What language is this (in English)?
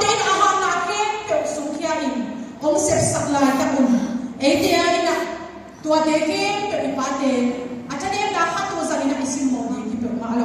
Tedim Chin